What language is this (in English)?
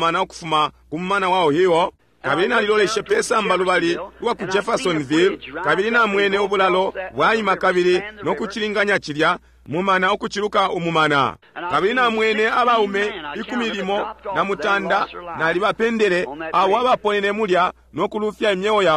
Bemba